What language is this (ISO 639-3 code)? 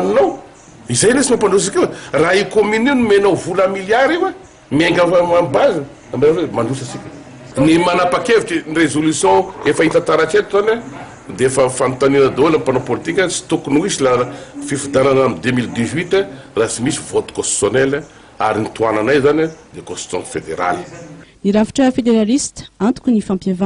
mlg